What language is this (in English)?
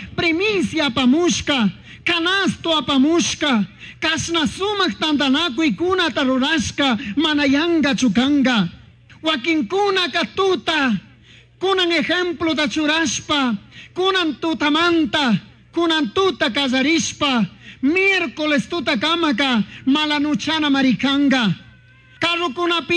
Chimborazo Highland Quichua